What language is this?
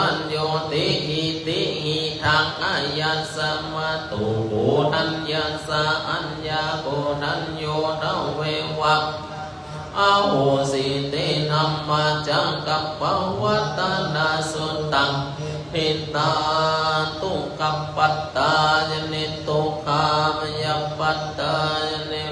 Pali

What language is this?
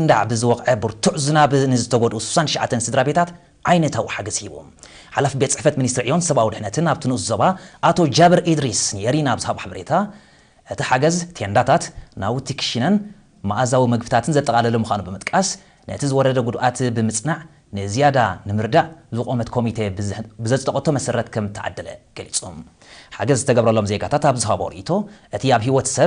Tigrinya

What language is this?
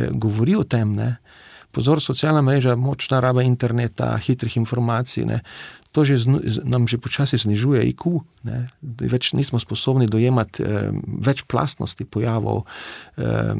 Slovenian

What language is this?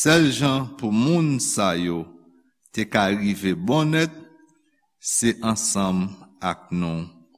Haitian Creole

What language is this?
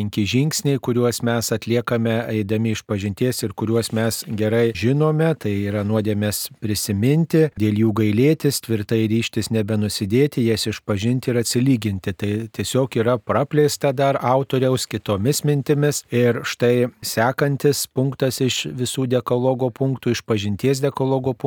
Lithuanian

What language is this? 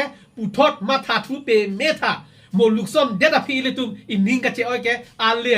Karbi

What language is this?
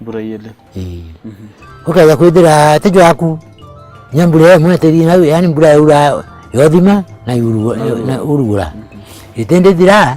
Meru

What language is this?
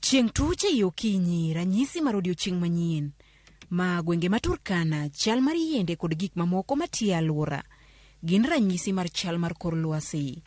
Luo (Kenya and Tanzania)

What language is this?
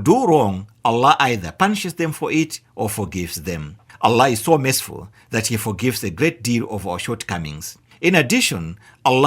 English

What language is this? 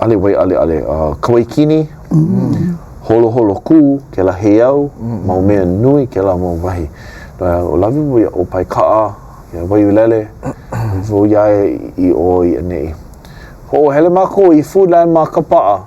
Hawaiian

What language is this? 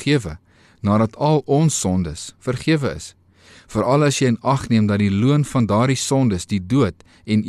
Afrikaans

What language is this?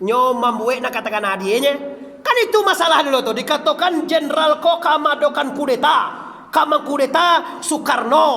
Minangkabau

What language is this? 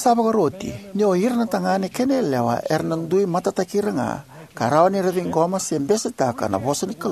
Fijian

